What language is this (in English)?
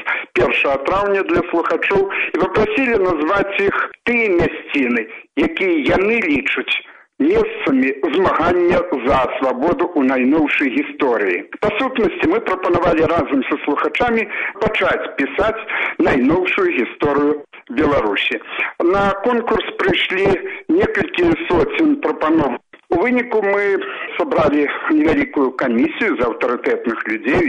Belarusian